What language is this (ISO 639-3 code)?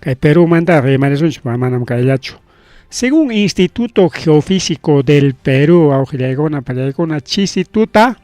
quy